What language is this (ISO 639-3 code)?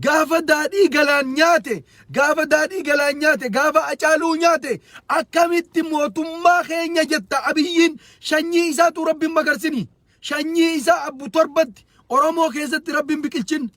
orm